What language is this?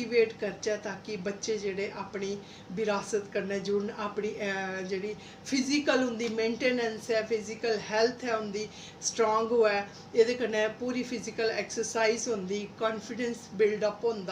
Dogri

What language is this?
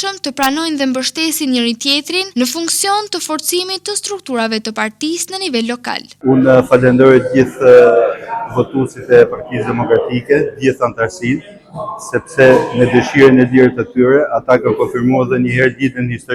Albanian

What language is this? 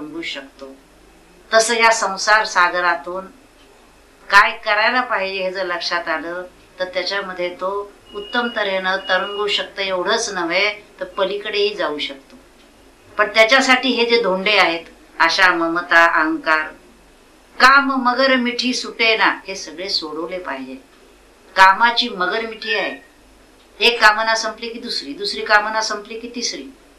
Marathi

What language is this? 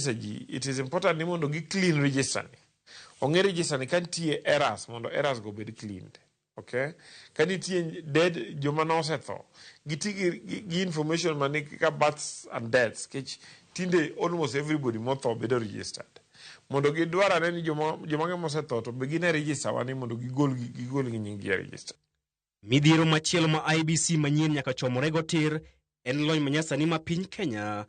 Luo (Kenya and Tanzania)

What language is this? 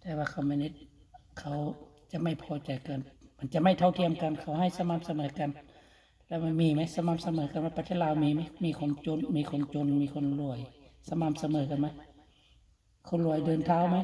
Lao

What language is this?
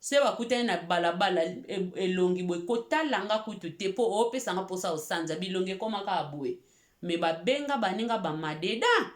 Lingala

